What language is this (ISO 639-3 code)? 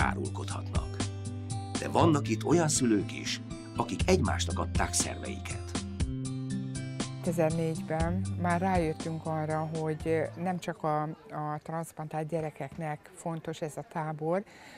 hun